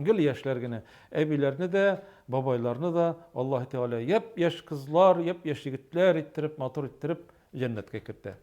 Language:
Tatar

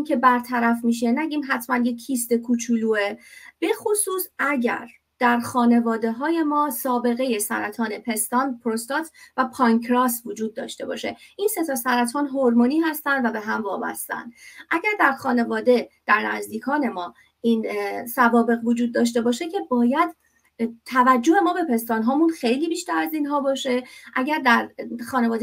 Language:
Persian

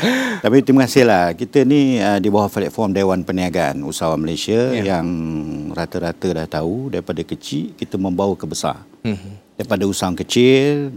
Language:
Malay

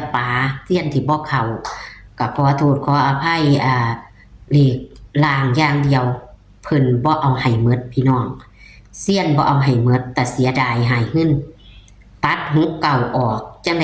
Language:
Northeastern Thai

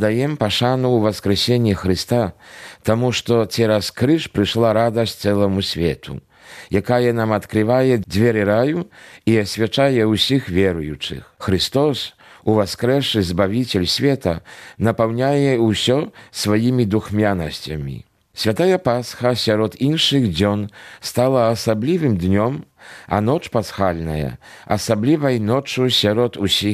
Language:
Belarusian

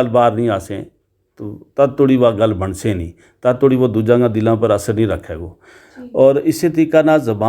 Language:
Gujari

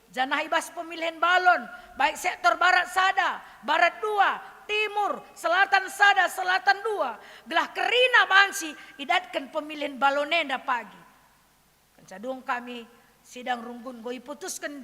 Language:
Batak Karo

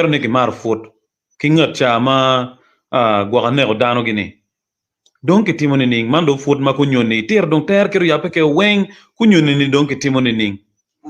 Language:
Acoli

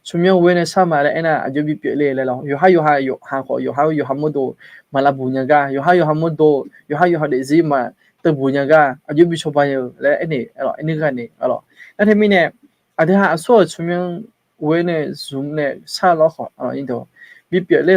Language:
Akha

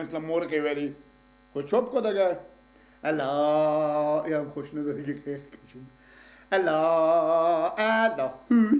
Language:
Persian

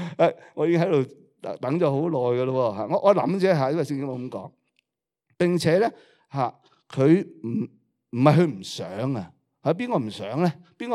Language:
Cantonese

